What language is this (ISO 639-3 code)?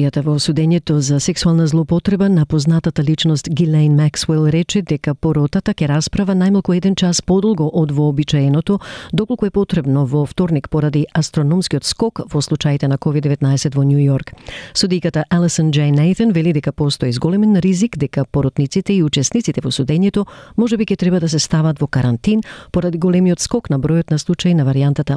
mkd